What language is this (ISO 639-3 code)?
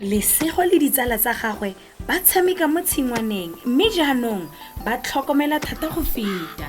tsn